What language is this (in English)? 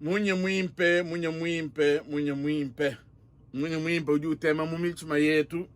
Luba-Lulua